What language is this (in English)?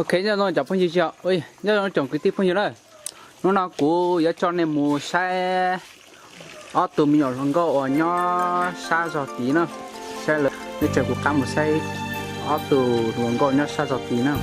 Hmong